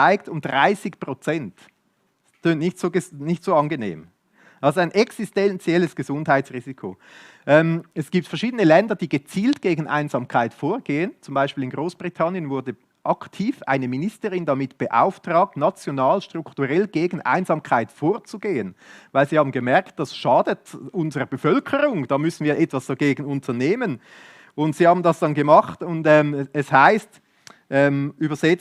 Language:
Swiss German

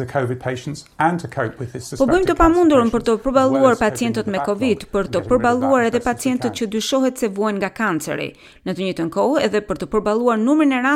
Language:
Albanian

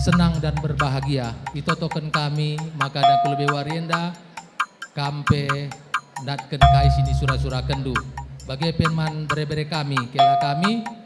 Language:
Batak Karo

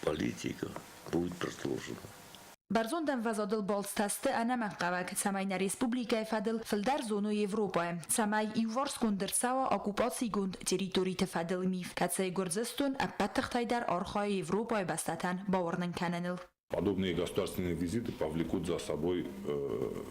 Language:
Ossetic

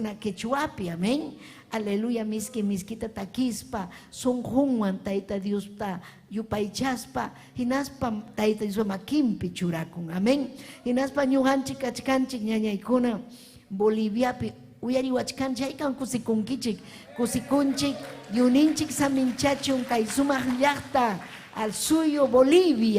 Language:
Ayacucho Quechua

